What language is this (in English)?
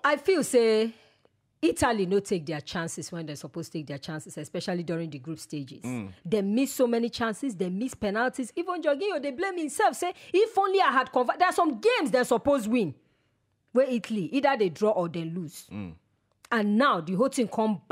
Nigerian Pidgin